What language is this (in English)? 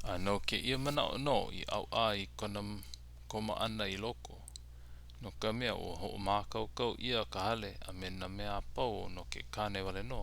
Hawaiian